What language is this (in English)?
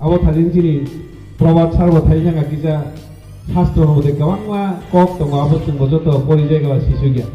Kok Borok